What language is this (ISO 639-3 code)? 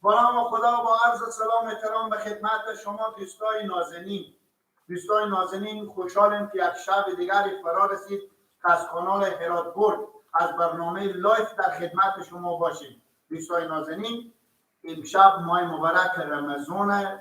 fas